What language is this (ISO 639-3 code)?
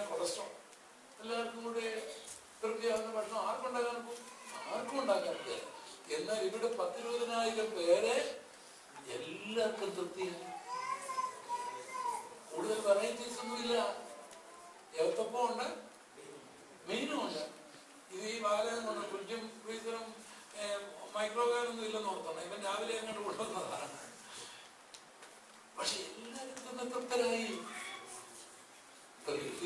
mal